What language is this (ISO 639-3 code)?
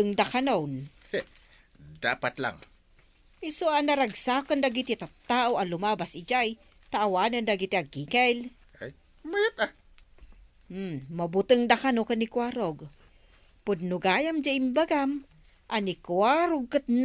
ilo